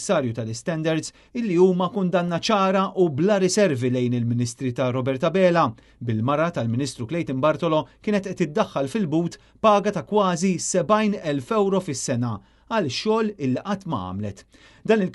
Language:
Maltese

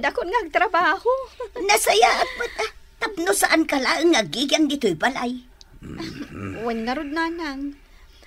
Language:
Iloko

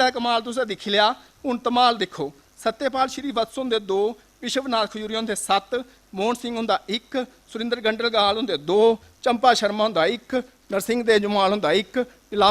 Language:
Dogri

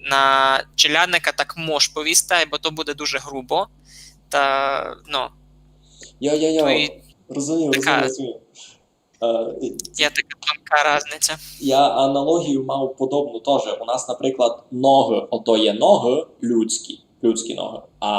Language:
Rusyn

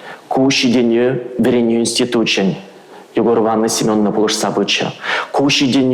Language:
Chuvash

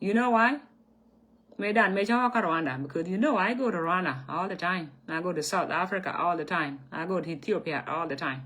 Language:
Nuer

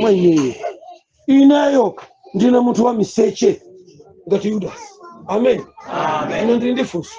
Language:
Nyanja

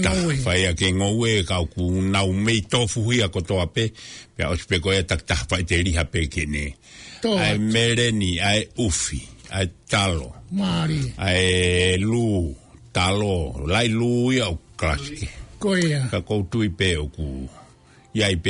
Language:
Tongan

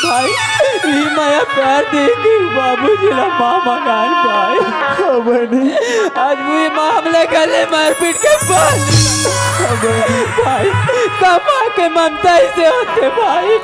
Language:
Chhattisgarhi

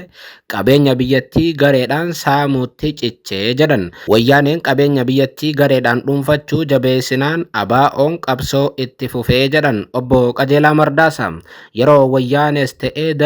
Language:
Oromo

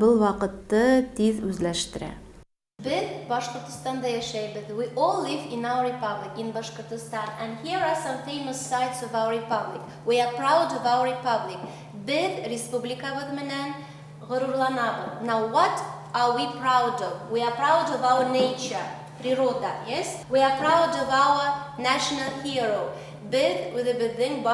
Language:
Bashkir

